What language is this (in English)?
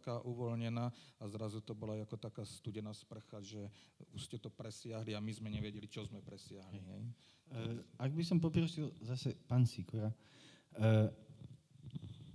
Slovak